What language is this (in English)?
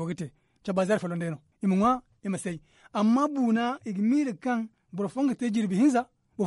Zarma